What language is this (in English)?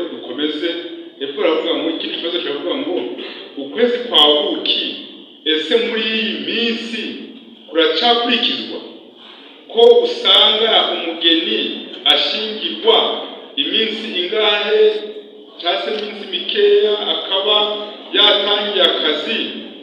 Kinyarwanda